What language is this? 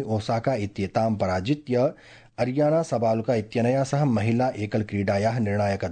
Sanskrit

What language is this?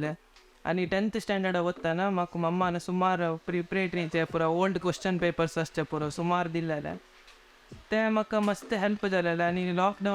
Konkani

